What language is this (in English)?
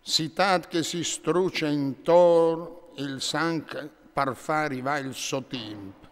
Friulian